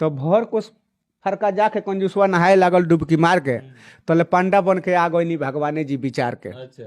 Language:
Bhojpuri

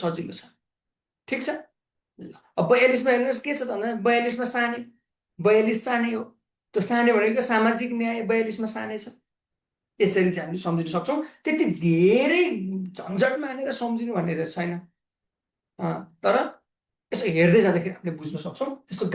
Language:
Nepali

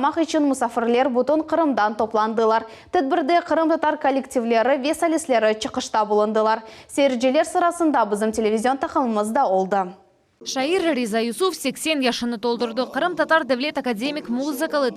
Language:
Crimean Tatar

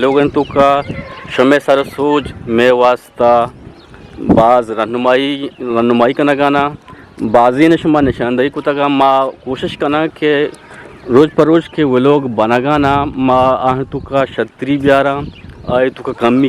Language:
Eastern Balochi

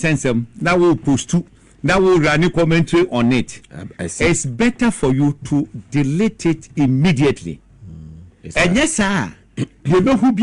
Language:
Akan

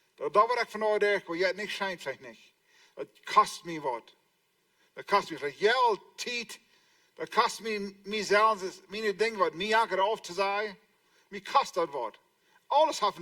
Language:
Plautdietsch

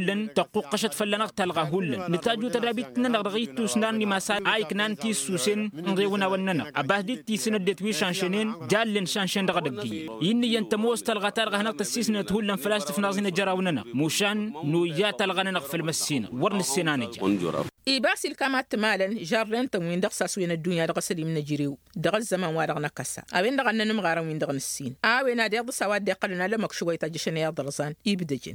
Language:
Tamasheq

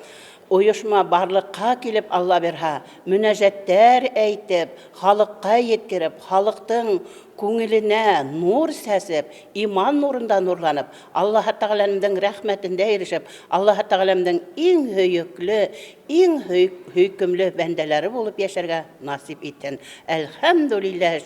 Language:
Bashkir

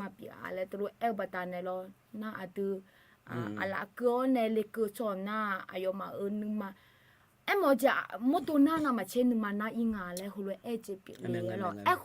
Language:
Akha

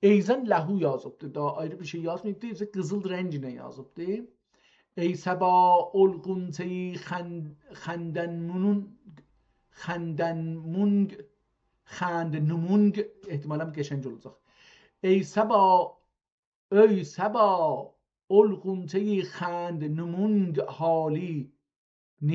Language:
South Azerbaijani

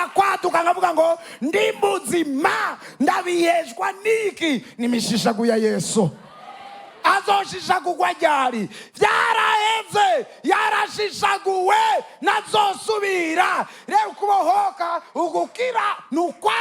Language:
Rundi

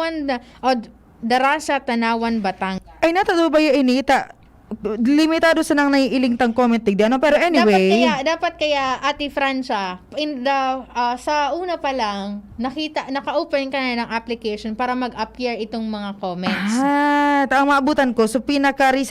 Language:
Bikol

